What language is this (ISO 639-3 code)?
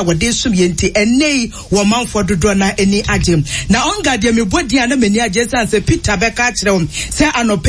aka